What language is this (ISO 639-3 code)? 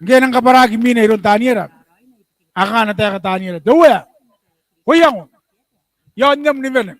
gil